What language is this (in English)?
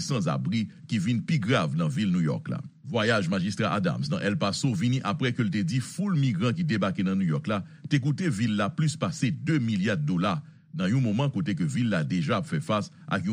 Haitian Creole